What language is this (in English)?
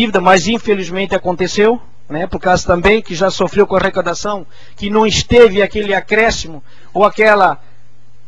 Portuguese